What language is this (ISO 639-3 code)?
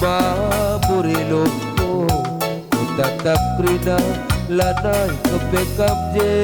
btx